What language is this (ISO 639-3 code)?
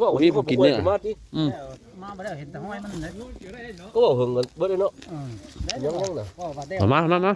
tts